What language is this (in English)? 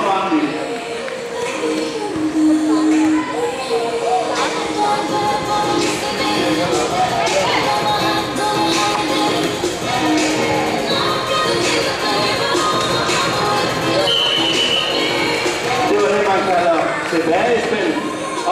Danish